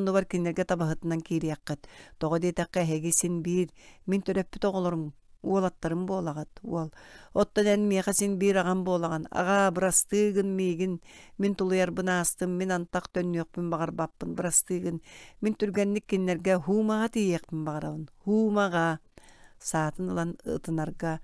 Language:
Yakut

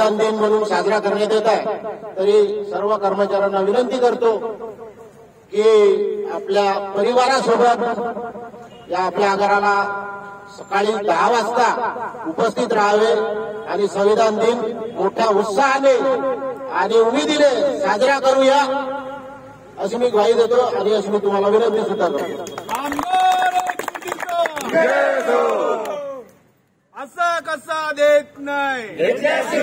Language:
Marathi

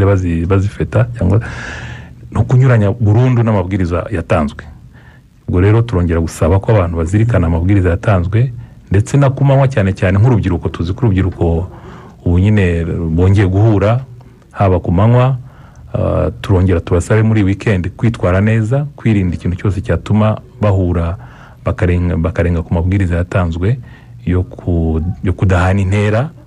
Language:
Kinyarwanda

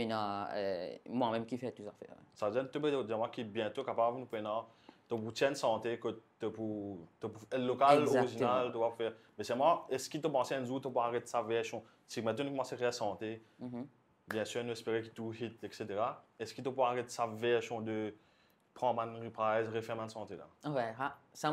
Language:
Morisyen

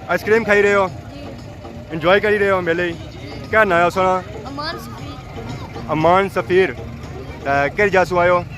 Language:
Pahari-Potwari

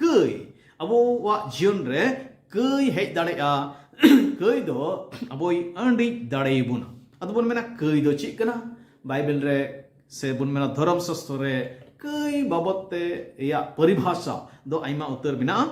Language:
Santali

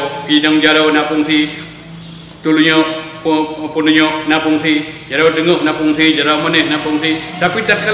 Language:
Achinese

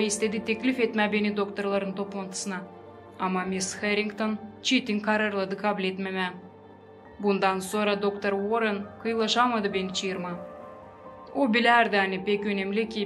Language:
Gagauz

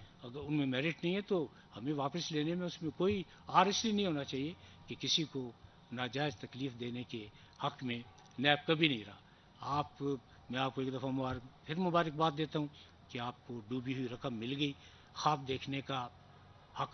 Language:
Urdu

